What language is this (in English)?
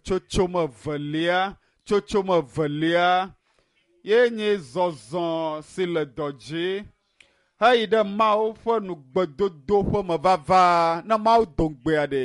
Ewe